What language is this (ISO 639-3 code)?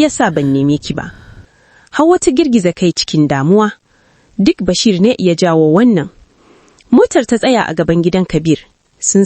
hau